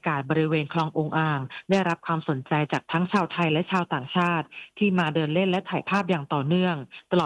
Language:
Thai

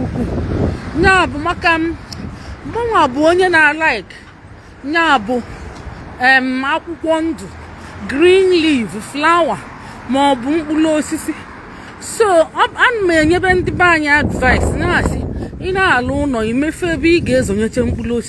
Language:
Igbo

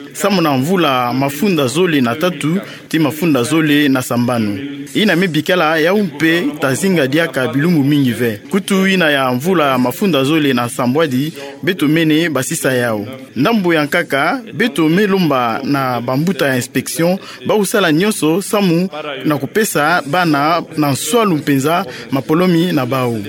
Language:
Kituba (Democratic Republic of Congo)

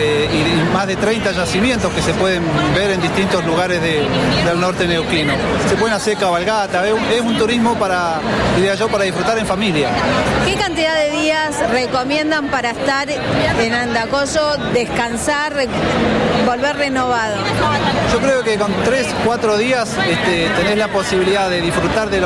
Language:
Spanish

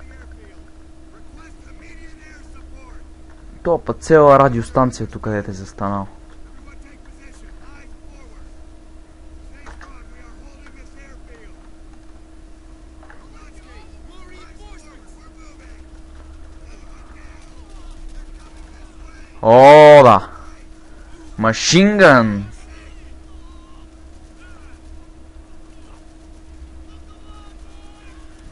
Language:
Bulgarian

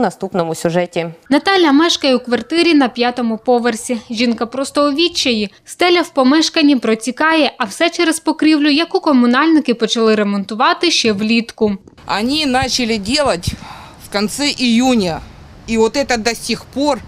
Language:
Ukrainian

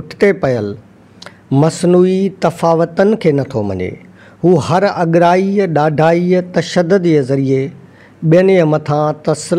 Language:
Sindhi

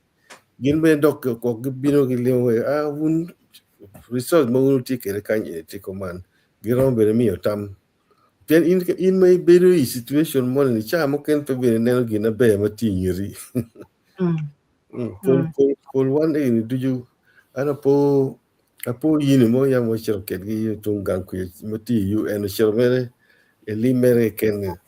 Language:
Acoli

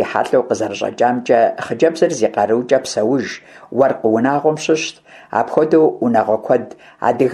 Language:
Kabardian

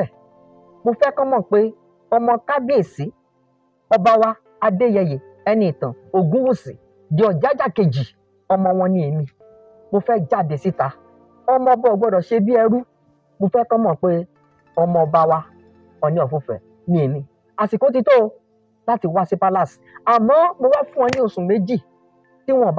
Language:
Yoruba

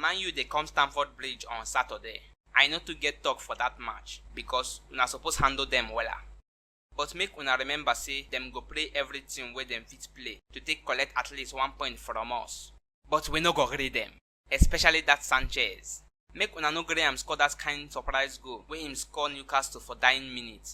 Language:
Nigerian Pidgin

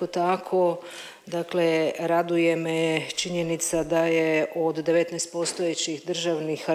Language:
Croatian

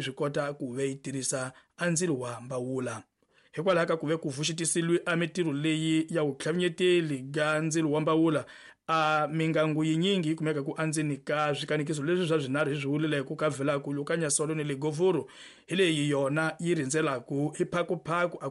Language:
Tsonga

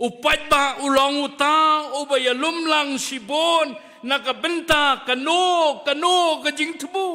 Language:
Khasi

